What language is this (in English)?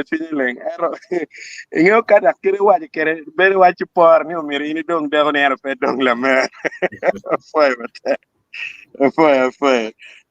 Acoli